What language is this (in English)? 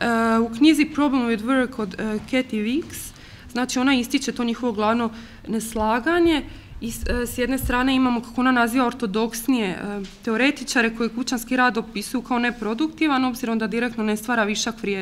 Croatian